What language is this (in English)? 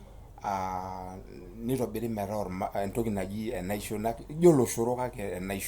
Masai